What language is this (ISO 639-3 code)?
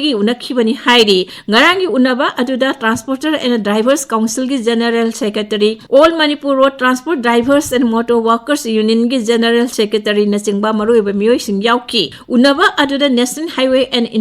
mni